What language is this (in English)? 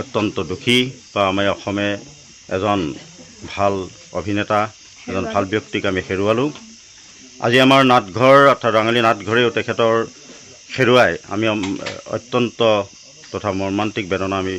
Assamese